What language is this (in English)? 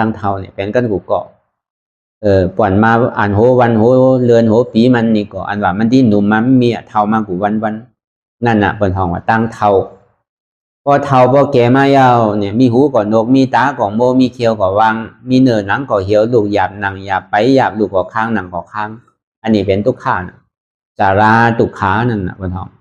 Shan